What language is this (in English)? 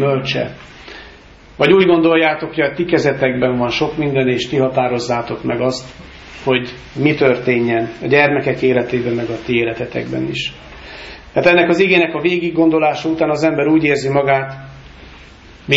Hungarian